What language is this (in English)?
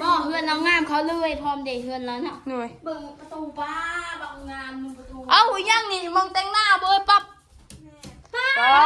Northeastern Thai